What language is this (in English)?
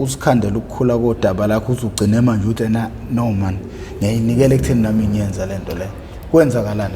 Zulu